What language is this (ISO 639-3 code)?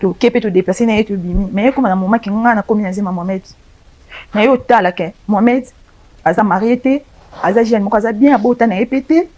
lin